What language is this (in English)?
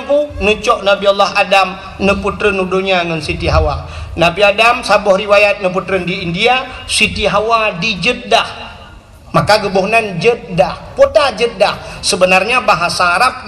Achinese